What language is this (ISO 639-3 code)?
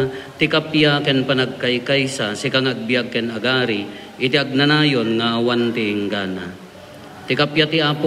ilo